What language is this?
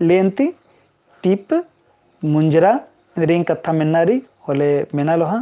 Kurukh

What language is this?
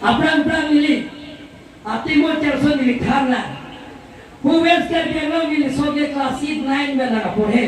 Karbi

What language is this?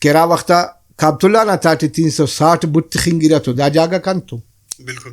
Brahui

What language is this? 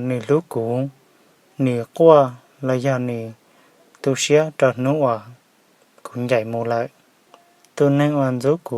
Hmong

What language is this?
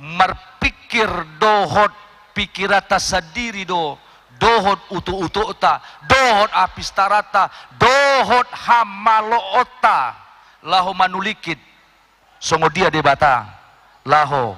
Batak Toba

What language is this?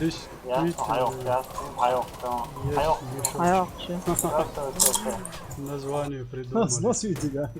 Chechen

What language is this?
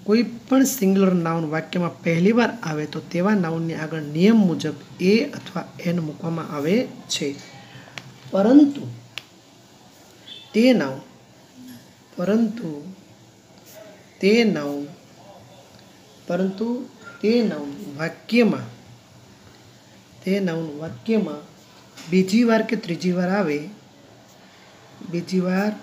Gujarati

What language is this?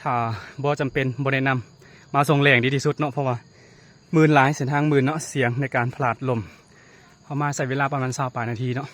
Lao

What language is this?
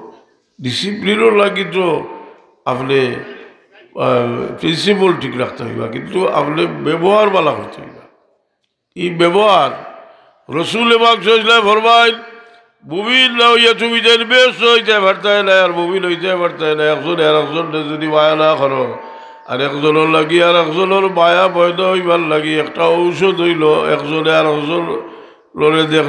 Sylheti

